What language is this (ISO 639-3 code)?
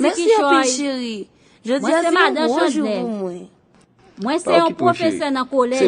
hat